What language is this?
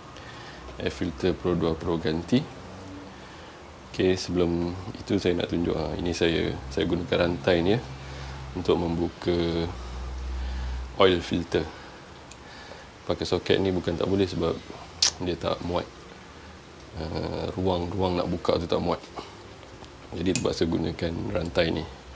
Malay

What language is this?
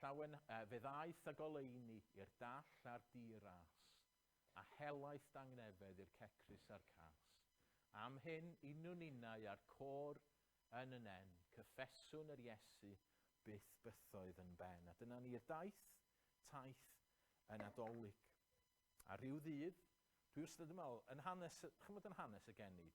Welsh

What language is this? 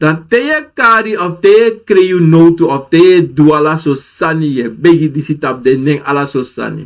Sranan Tongo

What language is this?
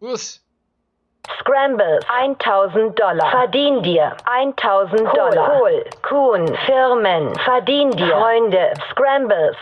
Swiss German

